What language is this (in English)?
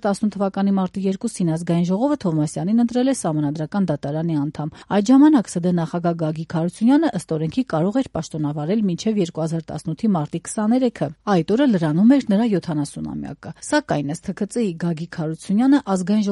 Armenian